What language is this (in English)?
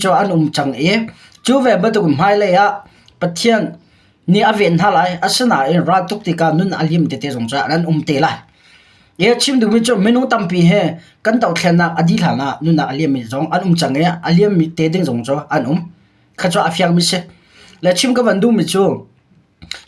Hakha Chin